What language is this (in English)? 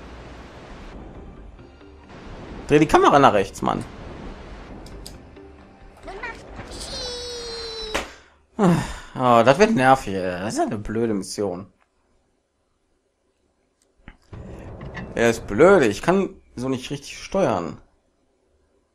German